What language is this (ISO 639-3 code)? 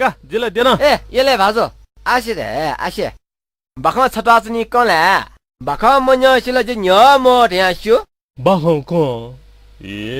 new